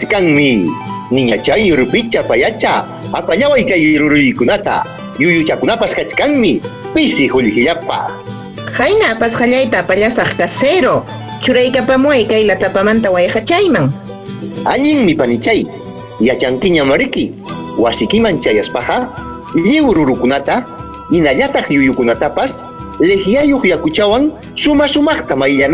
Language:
Ayacucho Quechua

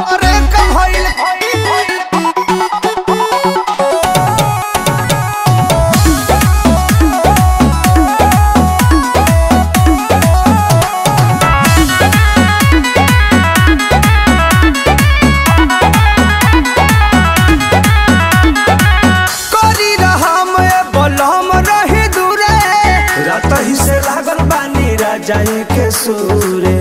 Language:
Bhojpuri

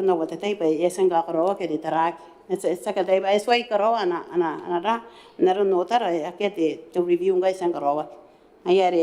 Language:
Gilbertese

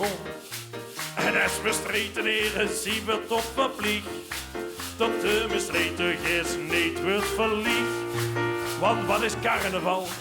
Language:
Limburgish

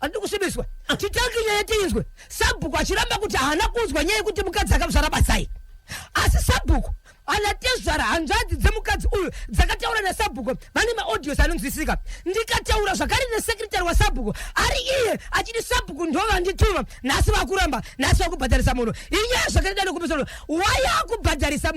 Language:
Shona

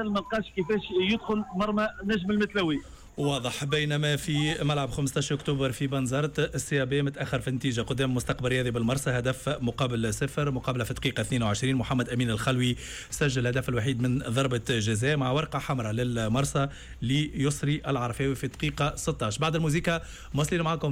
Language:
Tunisian Arabic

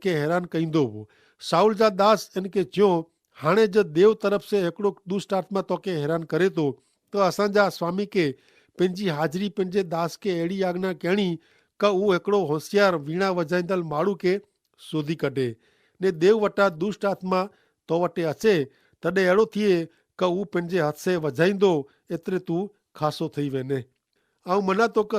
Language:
Kachhi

